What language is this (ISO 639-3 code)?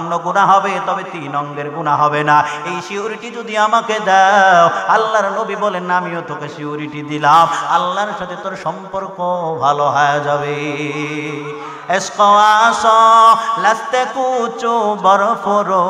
ben